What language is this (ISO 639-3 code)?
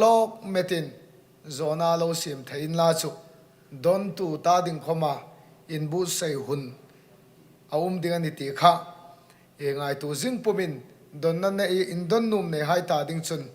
hmr